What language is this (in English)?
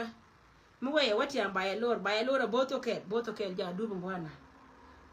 Nuer